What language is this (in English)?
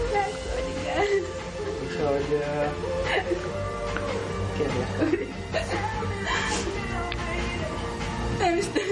Hungarian